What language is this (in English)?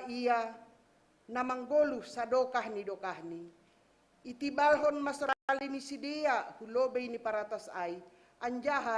Batak Simalungun